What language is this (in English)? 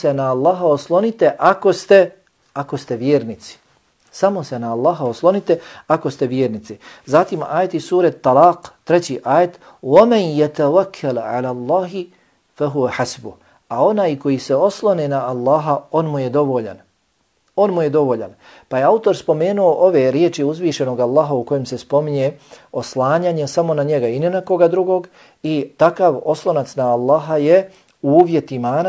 Bosnian